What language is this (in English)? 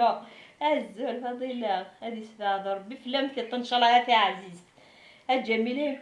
Kabyle